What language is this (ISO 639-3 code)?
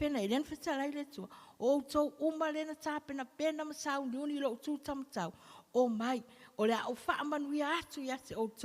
smo